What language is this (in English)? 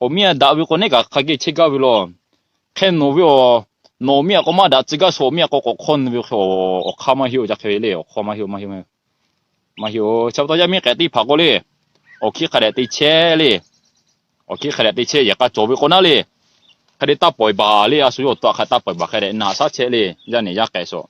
Lahu